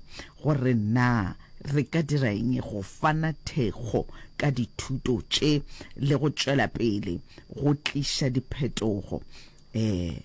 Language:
Northern Sotho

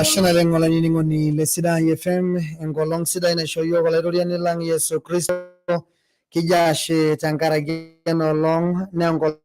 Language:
Masai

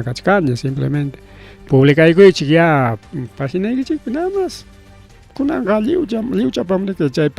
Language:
Ayacucho Quechua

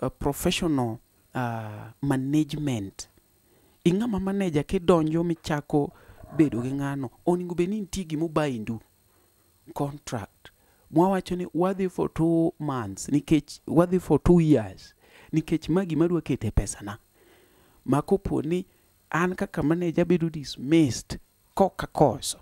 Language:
Luo (Kenya and Tanzania)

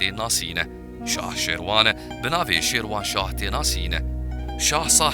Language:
Kurdish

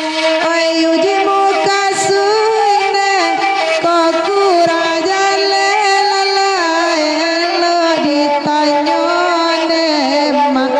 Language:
Minangkabau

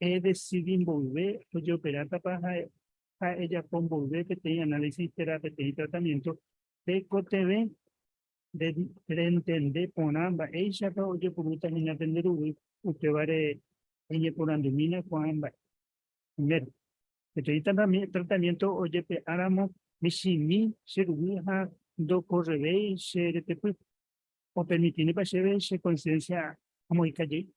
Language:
Guarani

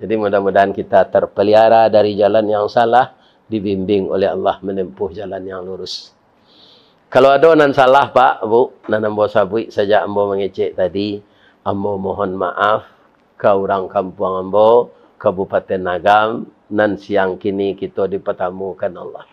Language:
Minangkabau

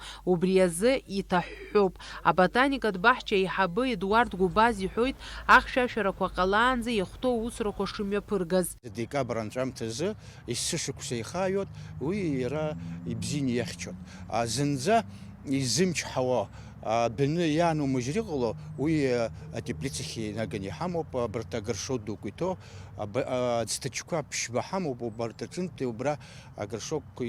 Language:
Abkhazian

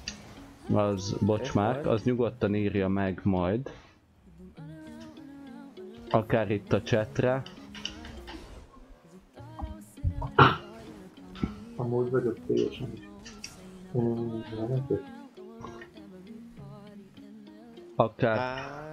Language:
Hungarian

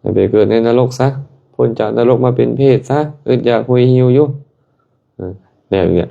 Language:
Lao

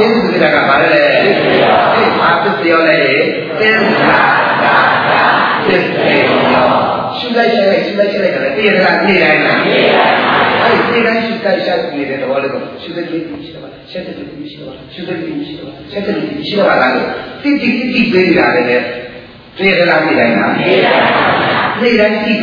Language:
Burmese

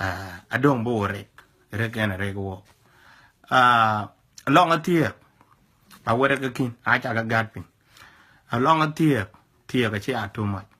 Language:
Dinka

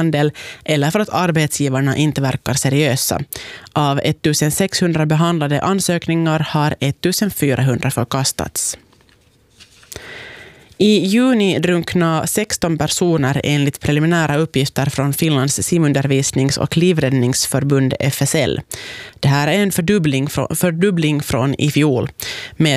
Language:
Swedish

